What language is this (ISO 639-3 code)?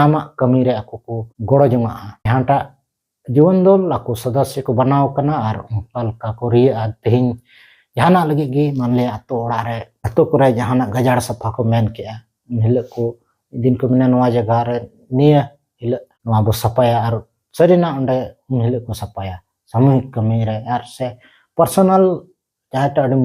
sat